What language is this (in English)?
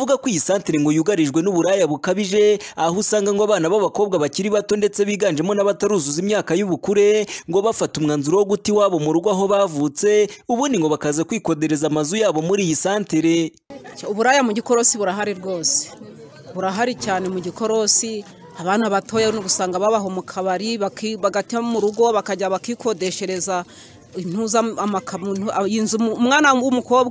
Kinyarwanda